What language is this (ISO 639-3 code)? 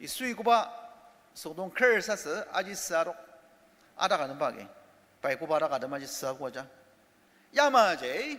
njo